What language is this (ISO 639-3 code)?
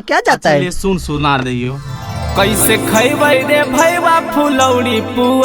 mag